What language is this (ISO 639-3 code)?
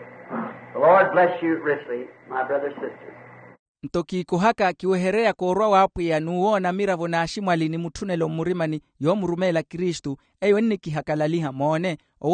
vmw